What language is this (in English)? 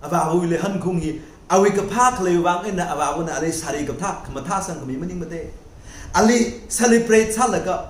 Tangkhul Naga (India)